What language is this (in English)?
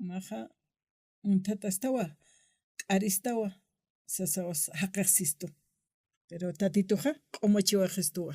Aymara